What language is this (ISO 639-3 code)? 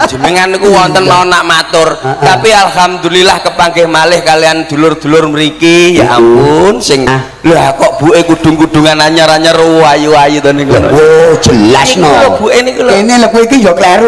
jav